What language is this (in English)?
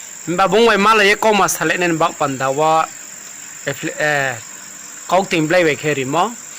Riang (India)